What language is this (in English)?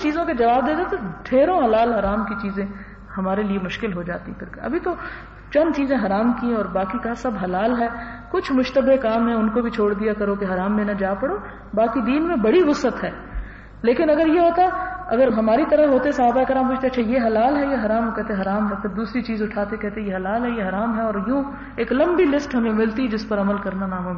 Urdu